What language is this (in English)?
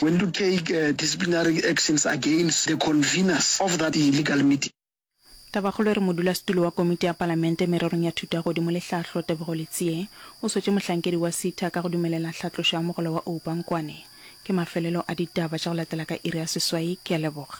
Northern Sotho